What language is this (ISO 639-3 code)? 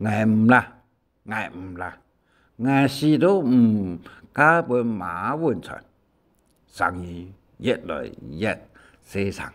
hak